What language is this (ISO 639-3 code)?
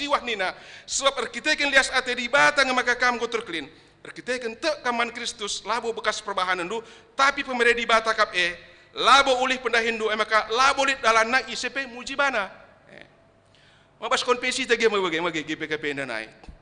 btx